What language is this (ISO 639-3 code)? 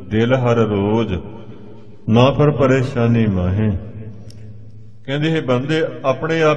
pan